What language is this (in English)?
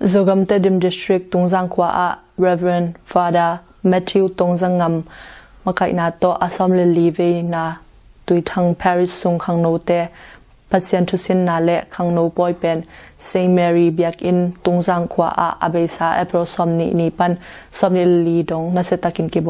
Tedim Chin